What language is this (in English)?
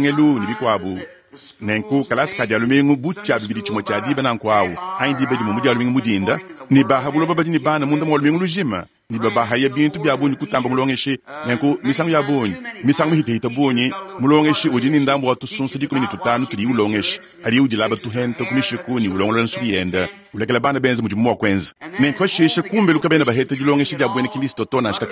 Luba-Lulua